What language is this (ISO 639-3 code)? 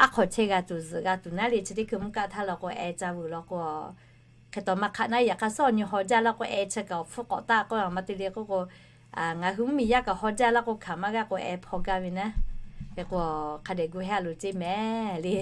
lhu